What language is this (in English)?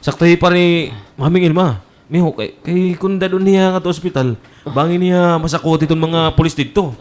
Waray